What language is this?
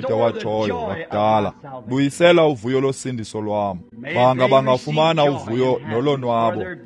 Xhosa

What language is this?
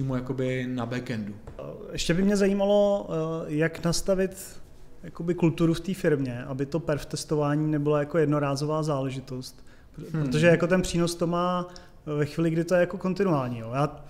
Czech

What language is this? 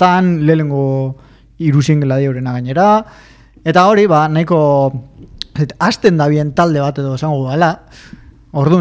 Basque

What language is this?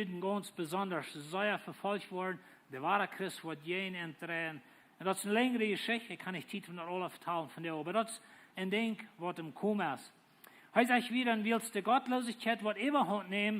Plautdietsch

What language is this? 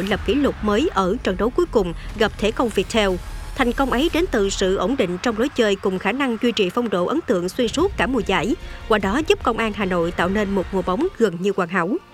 Vietnamese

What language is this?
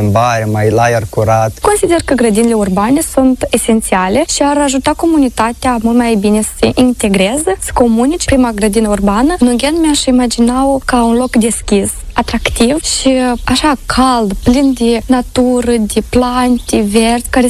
Romanian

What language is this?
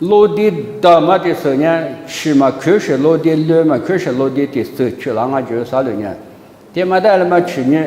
Lisu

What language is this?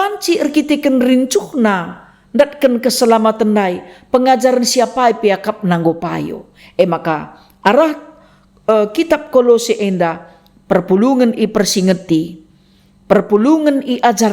Batak Karo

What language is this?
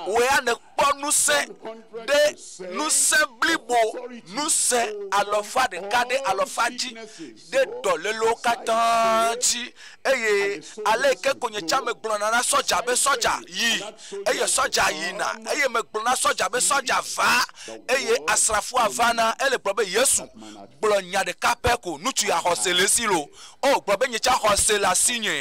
Ewe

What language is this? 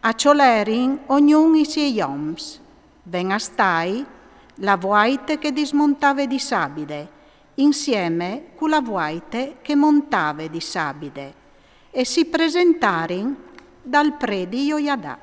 Friulian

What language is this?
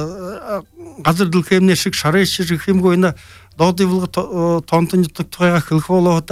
Buriat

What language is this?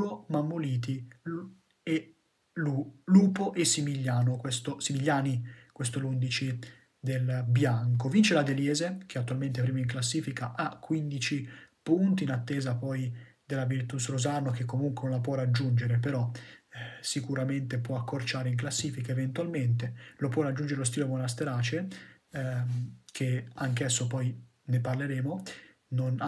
Italian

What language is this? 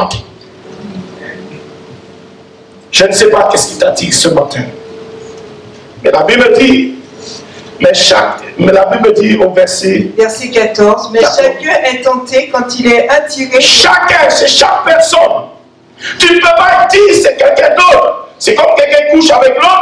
French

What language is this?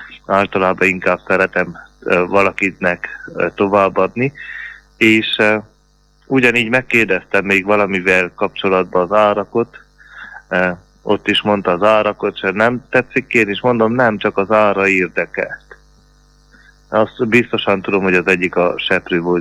Hungarian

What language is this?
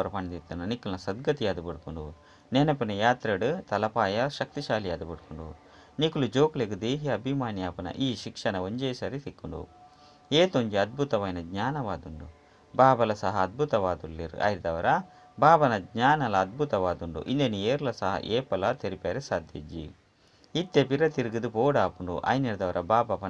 Tulu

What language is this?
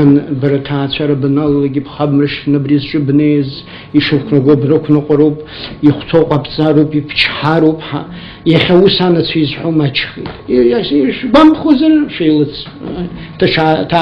Abkhazian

